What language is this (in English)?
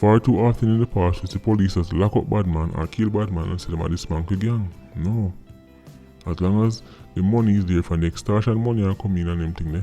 Jamaican Creole English